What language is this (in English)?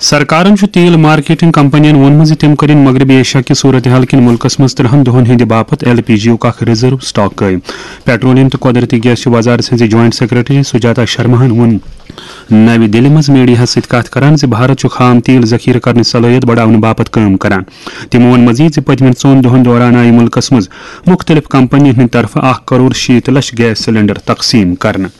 Kashmiri